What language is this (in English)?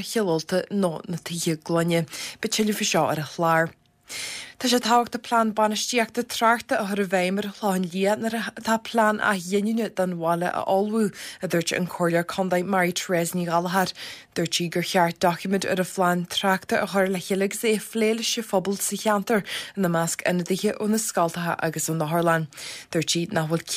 Irish